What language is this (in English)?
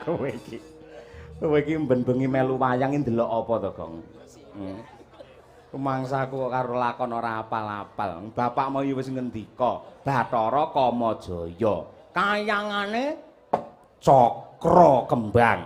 Javanese